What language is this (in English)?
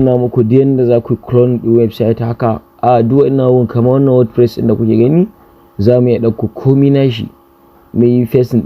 Hausa